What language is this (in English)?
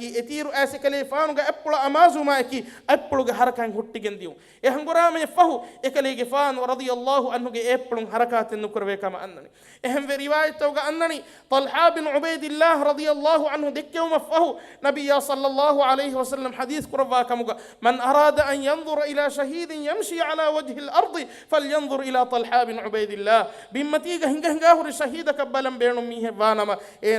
Divehi